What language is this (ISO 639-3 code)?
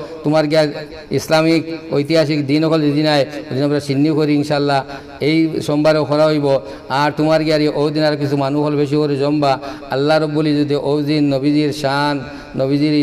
syl